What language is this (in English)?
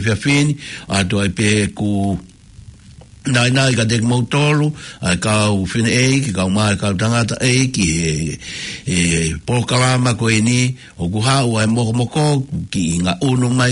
Tongan